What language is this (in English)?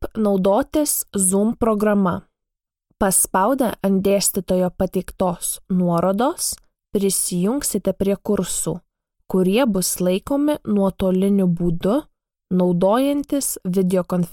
Lithuanian